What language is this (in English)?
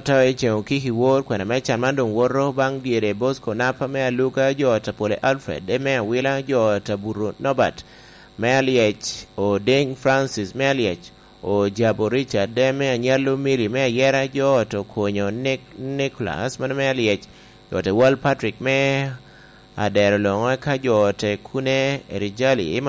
Lango (Uganda)